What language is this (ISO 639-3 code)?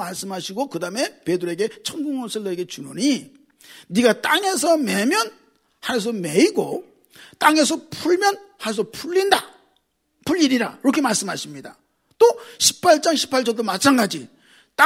kor